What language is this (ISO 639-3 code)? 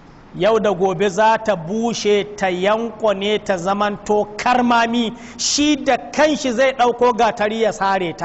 hau